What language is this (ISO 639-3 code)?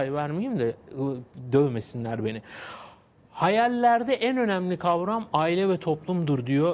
tur